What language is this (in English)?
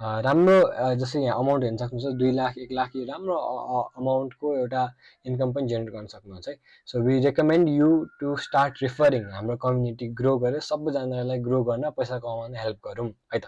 Nepali